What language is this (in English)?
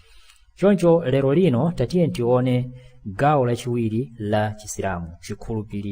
Nyanja